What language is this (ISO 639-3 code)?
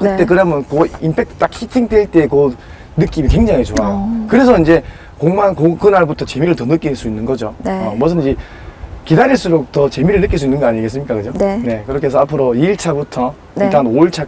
kor